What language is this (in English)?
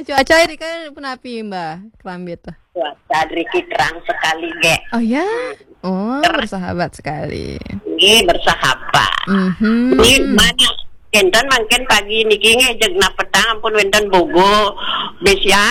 Balinese